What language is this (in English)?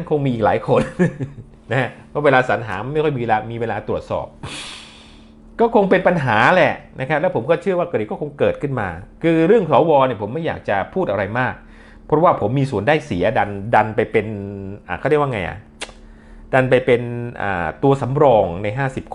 Thai